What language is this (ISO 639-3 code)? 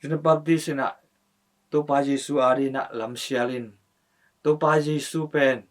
ctd